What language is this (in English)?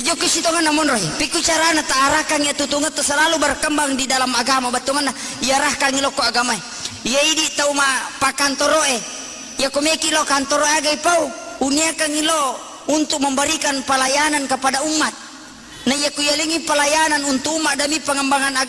Buginese